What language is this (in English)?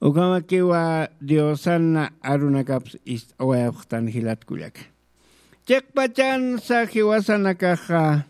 Aymara